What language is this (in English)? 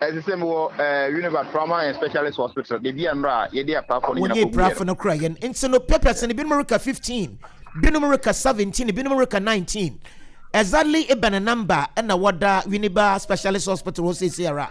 Akan